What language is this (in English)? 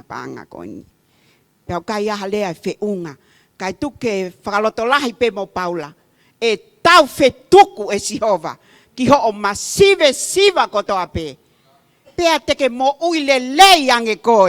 Tongan